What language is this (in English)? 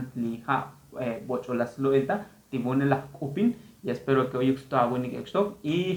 Tzotzil